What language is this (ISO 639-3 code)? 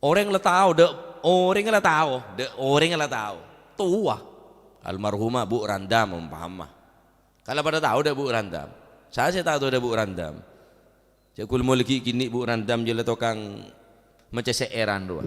mad